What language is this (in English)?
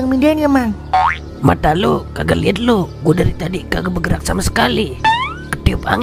Betawi